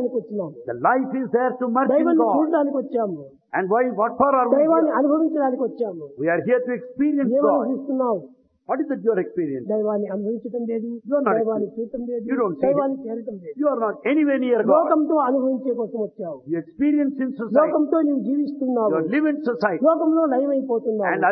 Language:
Telugu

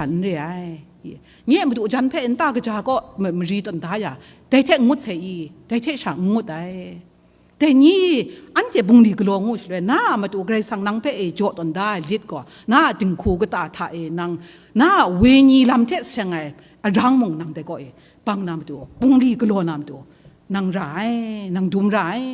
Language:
Kachin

